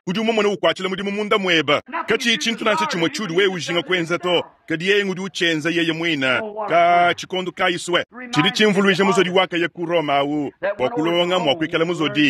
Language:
Luba-Lulua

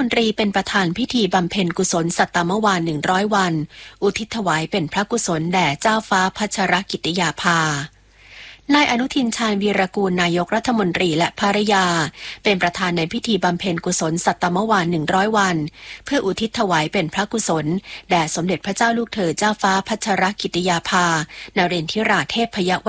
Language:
Thai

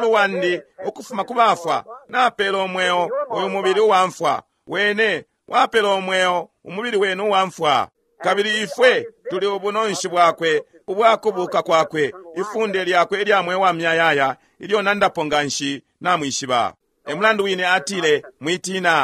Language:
Bemba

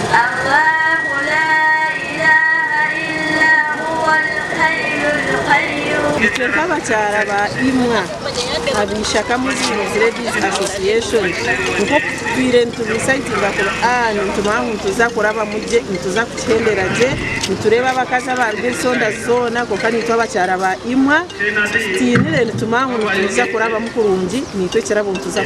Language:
Nyankole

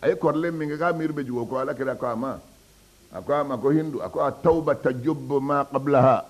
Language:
Bambara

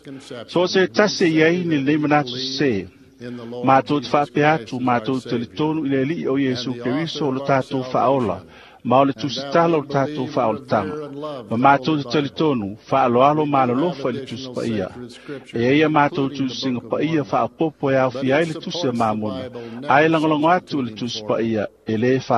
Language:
Samoan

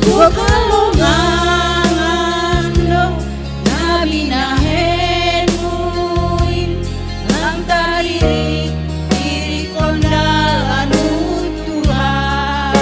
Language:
Batak Simalungun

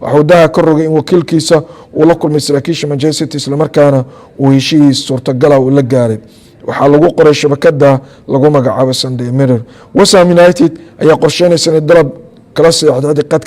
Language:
Somali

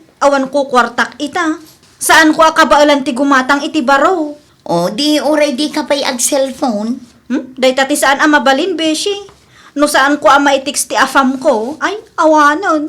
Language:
Iloko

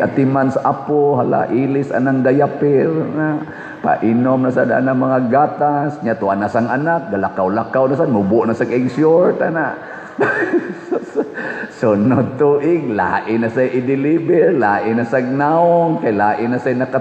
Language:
Cebuano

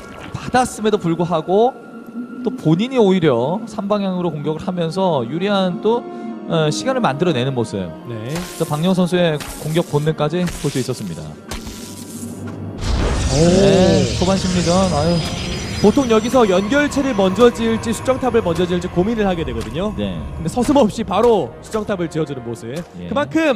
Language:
Korean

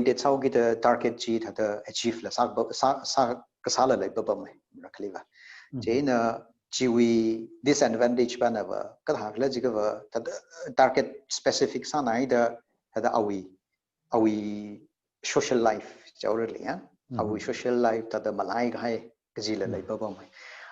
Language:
Tangkhul Naga (India)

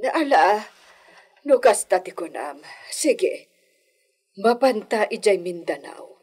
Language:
Iloko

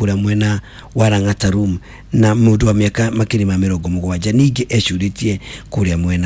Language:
Kikuyu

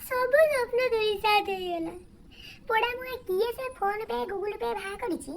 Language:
Odia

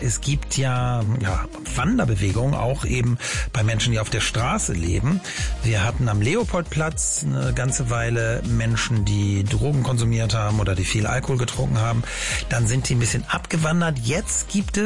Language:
German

